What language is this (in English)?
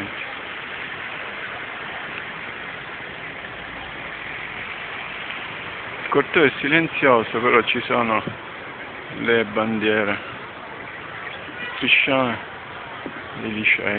Italian